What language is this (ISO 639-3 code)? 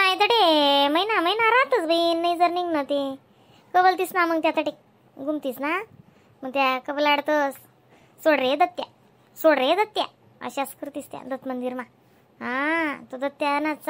khn